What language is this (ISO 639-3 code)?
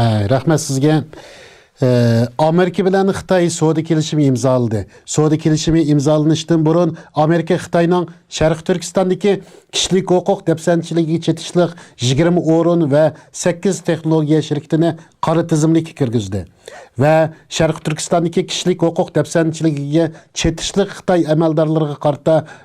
uig